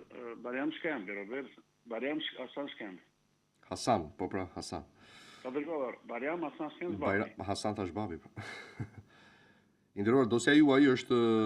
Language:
Albanian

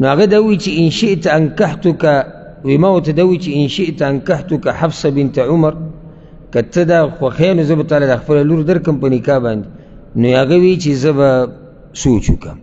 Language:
Pashto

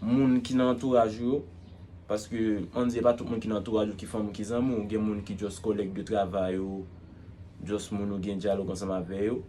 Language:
Haitian Creole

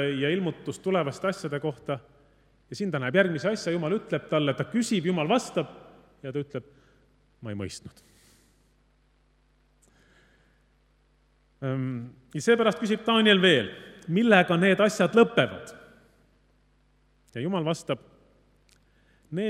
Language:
Estonian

